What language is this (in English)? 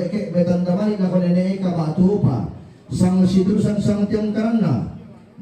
Toraja-Sa'dan